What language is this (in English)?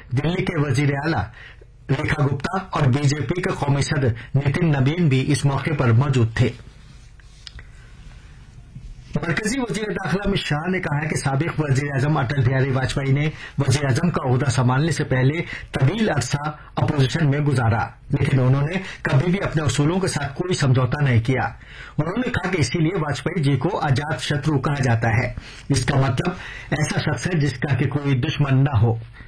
Urdu